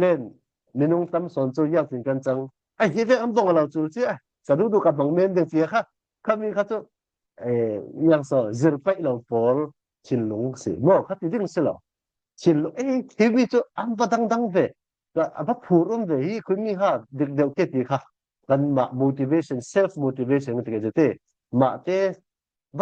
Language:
Falam Chin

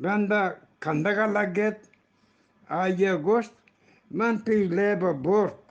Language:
Eastern Balochi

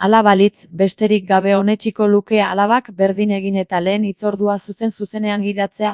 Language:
Basque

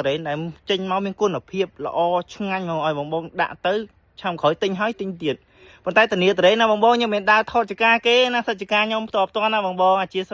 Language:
Khmer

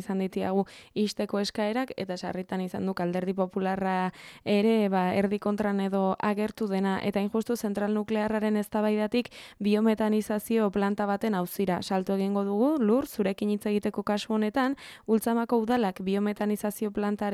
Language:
Basque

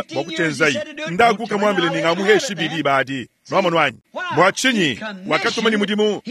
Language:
Luba-Lulua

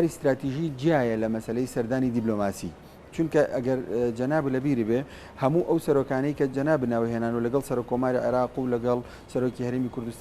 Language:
Central Kurdish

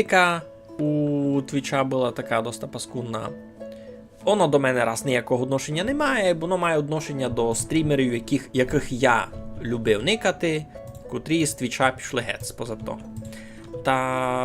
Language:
Rusyn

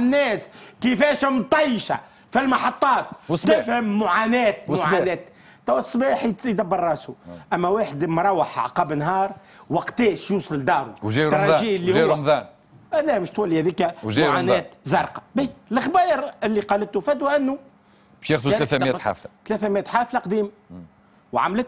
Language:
Tunisian Arabic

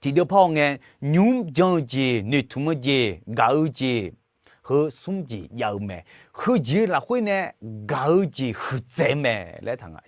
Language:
Akha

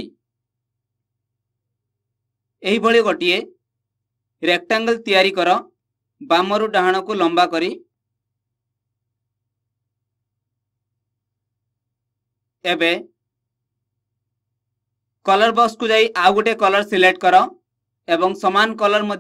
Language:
Odia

